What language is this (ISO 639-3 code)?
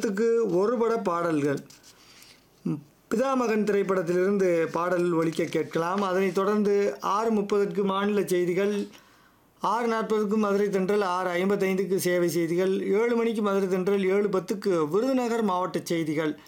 tam